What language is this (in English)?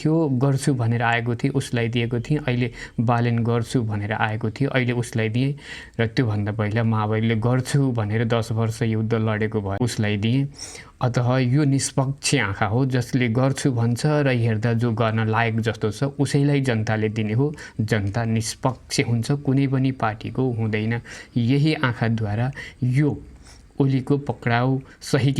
Nepali